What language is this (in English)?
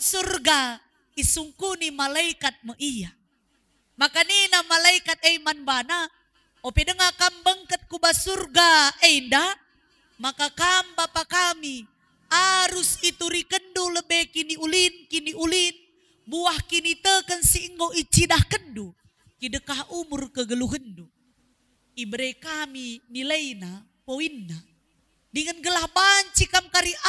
Batak Karo